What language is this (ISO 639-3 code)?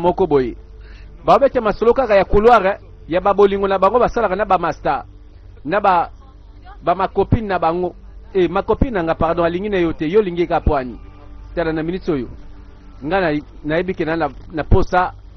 lin